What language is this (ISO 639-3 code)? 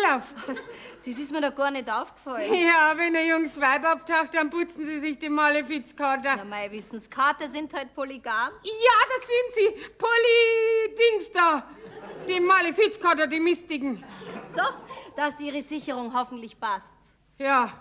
bar